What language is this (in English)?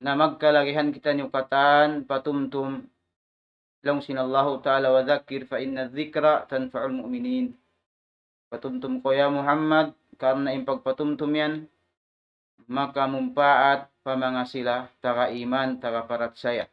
Tausug